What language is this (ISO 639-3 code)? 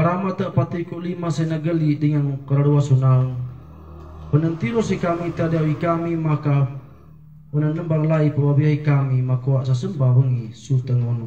sxn